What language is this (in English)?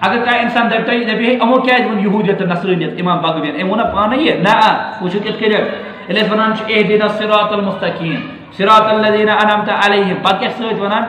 Kashmiri